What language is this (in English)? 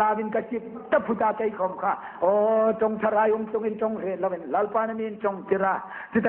Hmar